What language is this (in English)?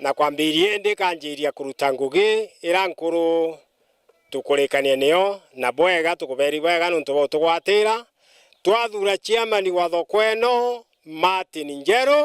Meru